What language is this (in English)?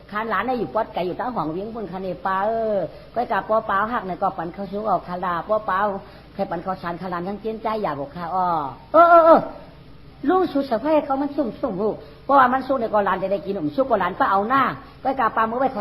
Shan